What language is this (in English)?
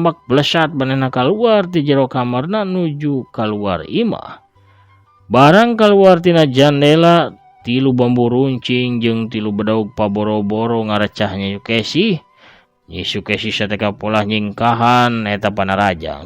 Sundanese